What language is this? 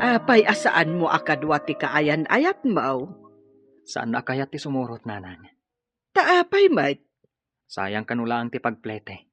Iloko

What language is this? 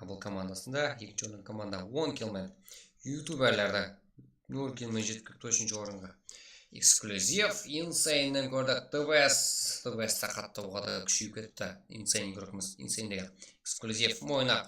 Kara-Kalpak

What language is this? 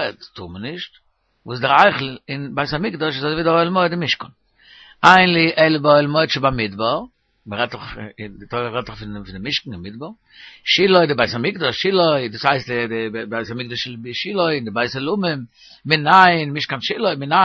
Yiddish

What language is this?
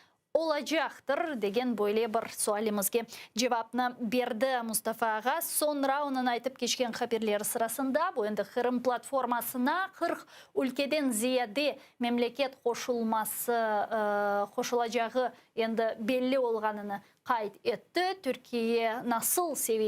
Crimean Tatar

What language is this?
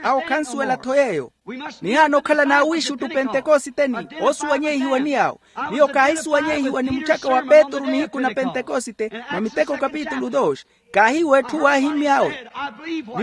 Makhuwa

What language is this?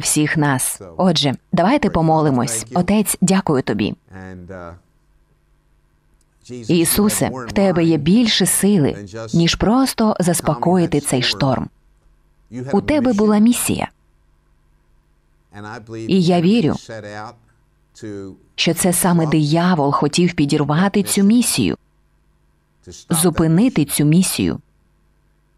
Ukrainian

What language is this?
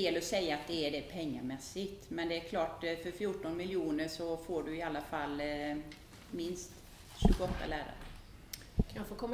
Swedish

